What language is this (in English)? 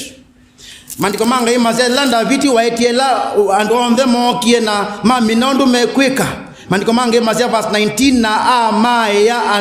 Kamba